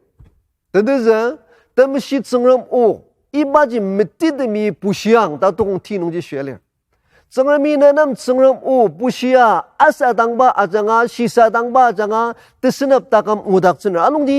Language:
Ao Naga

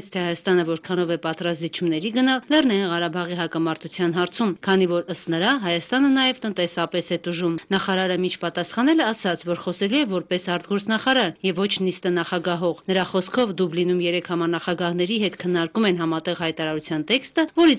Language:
Armenian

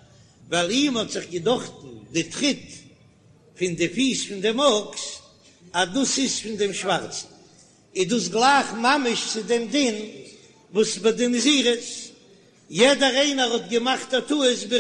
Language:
Yiddish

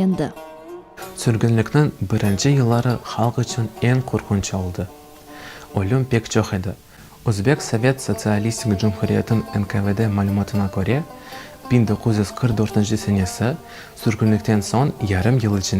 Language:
Crimean Tatar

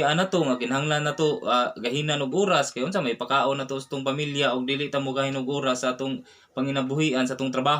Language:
Cebuano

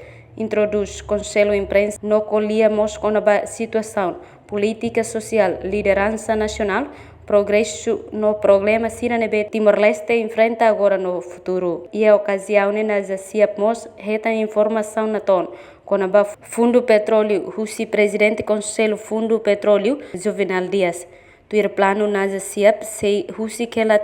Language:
Tetum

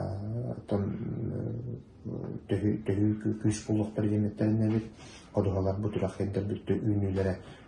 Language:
Yakut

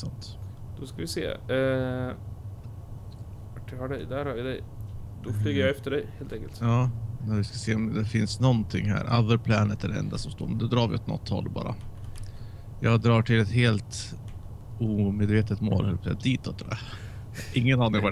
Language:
Swedish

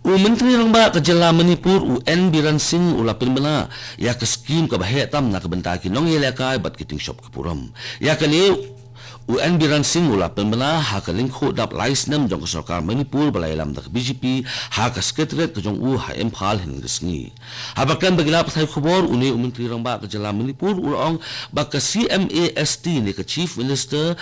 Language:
Khasi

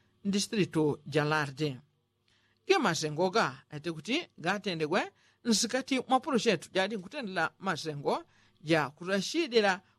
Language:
Yao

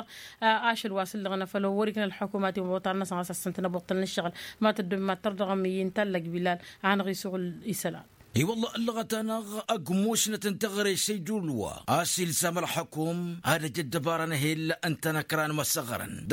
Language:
Tamasheq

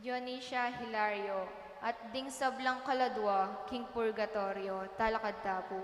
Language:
Pampanga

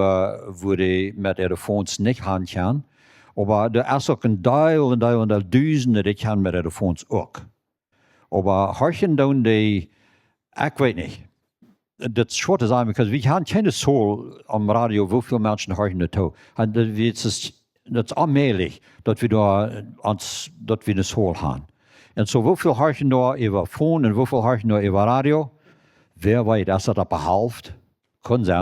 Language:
Plautdietsch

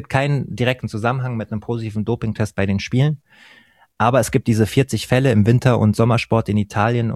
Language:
German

